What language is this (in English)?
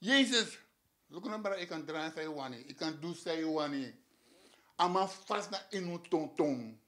Sranan Tongo